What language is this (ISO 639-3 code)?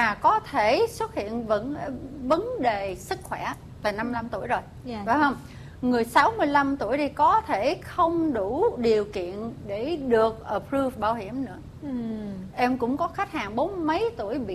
vie